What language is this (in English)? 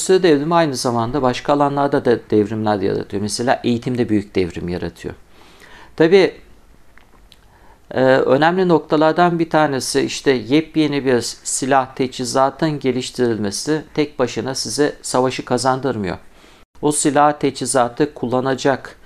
Turkish